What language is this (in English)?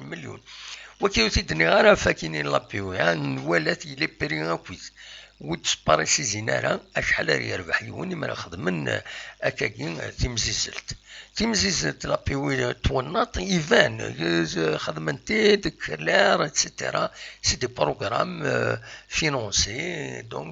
Kabyle